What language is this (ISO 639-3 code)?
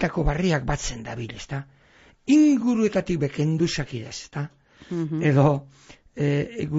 eus